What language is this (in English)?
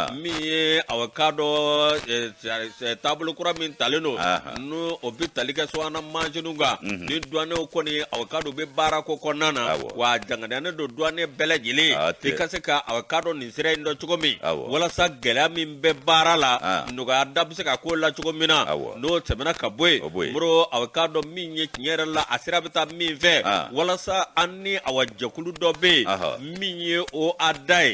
Bambara